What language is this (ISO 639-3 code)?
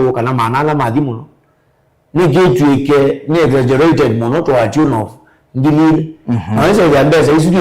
kam